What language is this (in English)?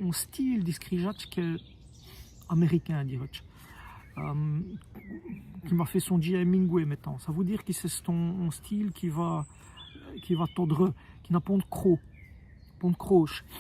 Walloon